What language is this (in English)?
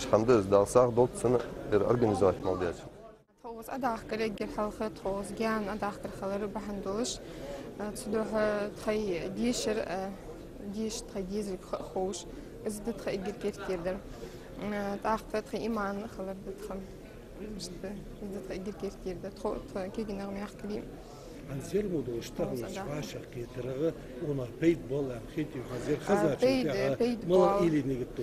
Ingush